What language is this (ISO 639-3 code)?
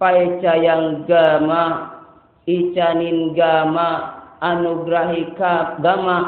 sas